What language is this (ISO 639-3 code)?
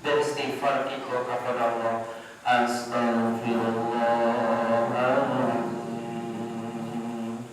min